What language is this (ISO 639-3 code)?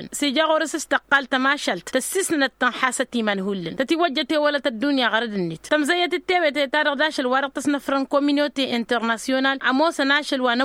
taq